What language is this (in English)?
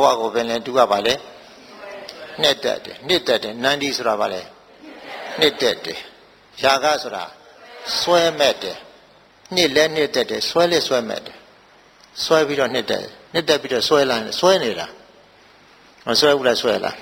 Burmese